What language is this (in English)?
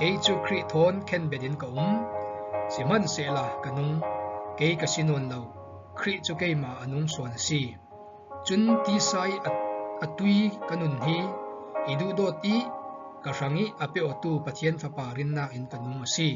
Falam Chin